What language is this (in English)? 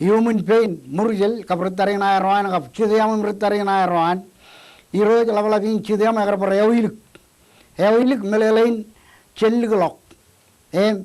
Marshallese